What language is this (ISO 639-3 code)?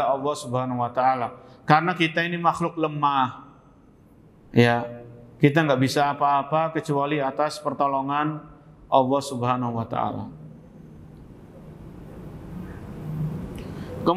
ind